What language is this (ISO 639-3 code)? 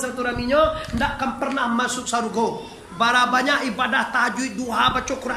min